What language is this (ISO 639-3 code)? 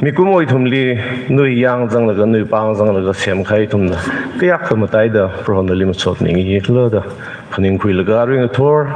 nmf